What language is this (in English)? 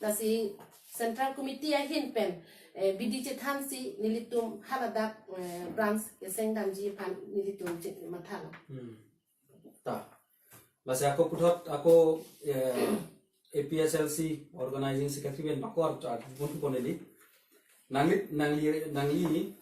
Karbi